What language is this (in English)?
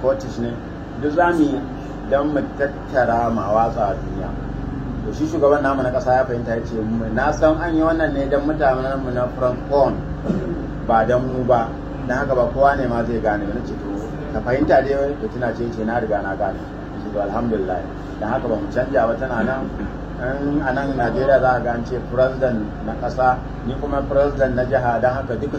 Hausa